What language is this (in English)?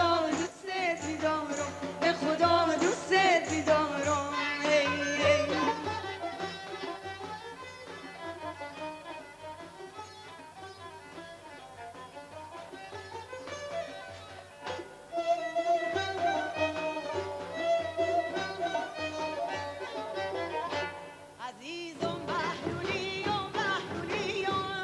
Persian